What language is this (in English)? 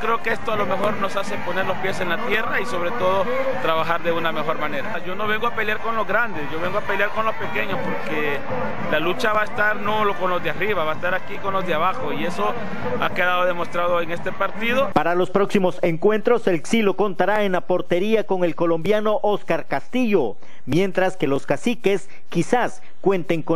Spanish